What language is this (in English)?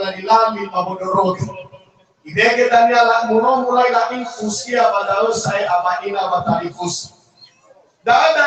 Nias